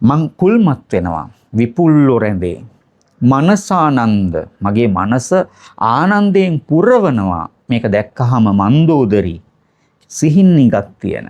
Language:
Sinhala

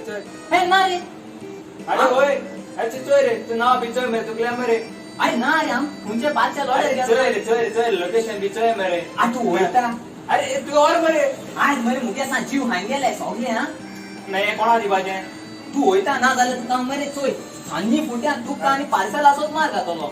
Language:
Konkani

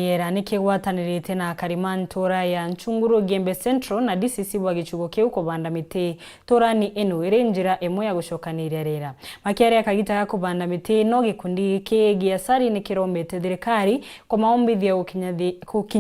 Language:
Meru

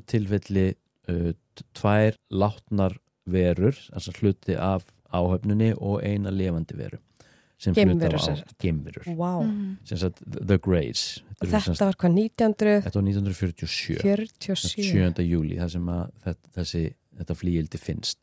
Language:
Icelandic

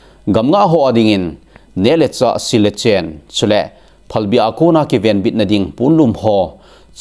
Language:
Thado Chin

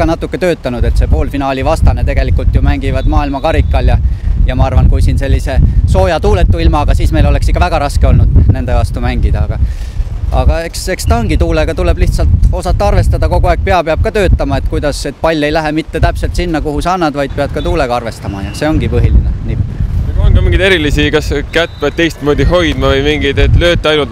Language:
Estonian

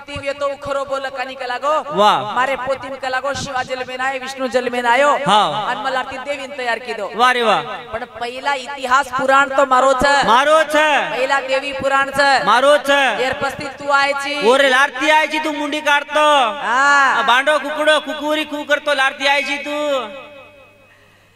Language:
Lambadi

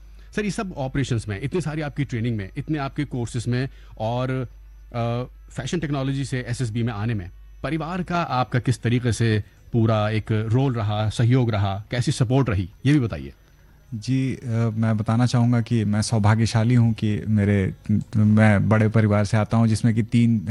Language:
Hindi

